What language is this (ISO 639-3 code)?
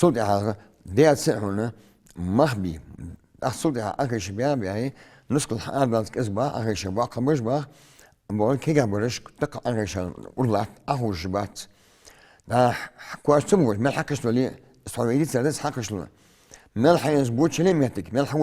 inh